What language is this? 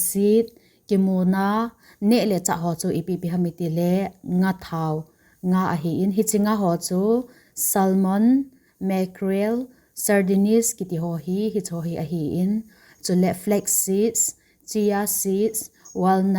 Thado Chin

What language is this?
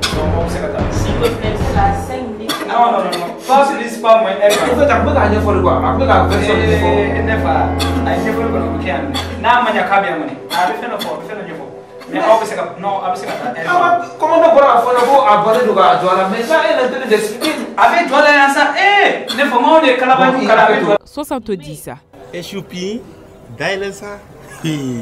Bambara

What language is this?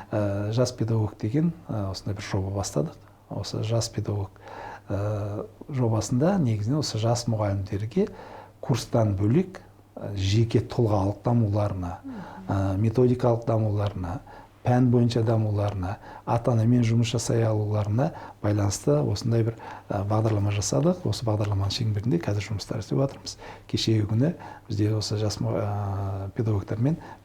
Kazakh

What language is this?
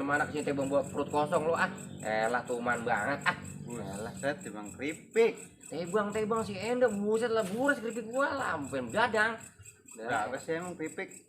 Betawi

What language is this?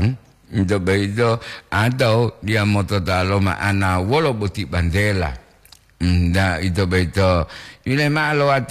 Gorontalo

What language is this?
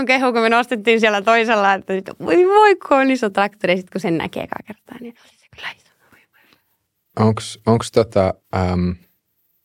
Finnish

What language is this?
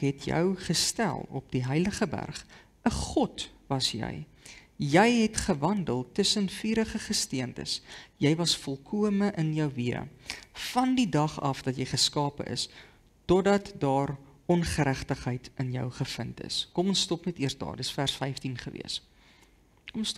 Afrikaans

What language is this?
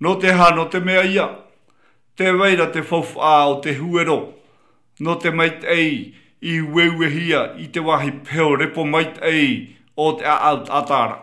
Tahitian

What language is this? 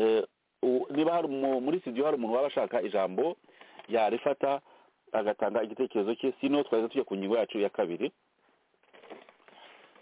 Kinyarwanda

